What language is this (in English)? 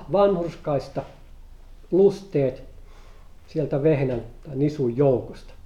Finnish